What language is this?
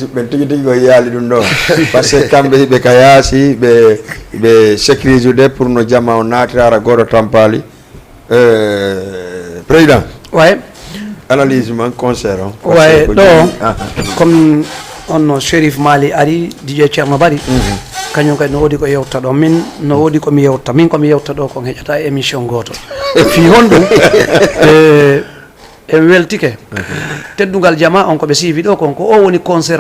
Fula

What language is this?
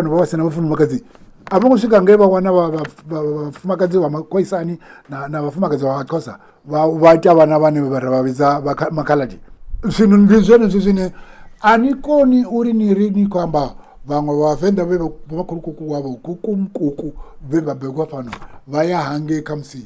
Venda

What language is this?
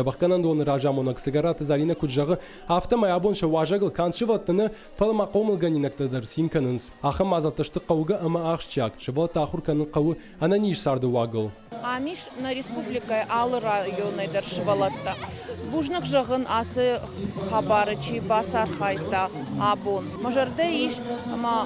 Ossetic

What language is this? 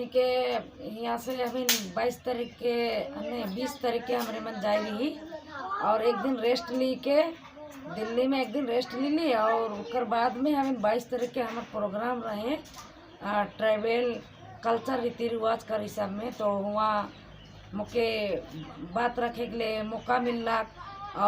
Sadri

